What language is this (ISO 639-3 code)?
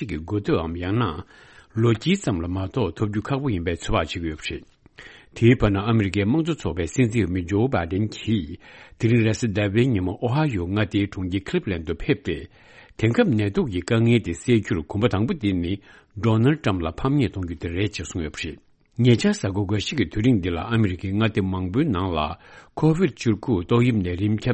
bod